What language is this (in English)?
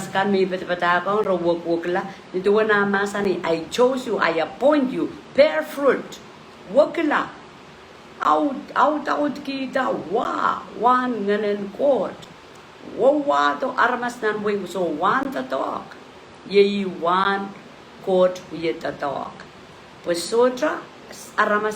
Pohnpeian